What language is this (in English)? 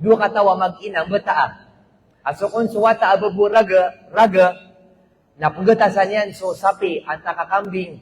Maranao